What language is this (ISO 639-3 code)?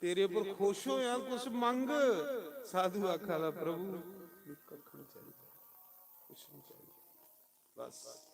doi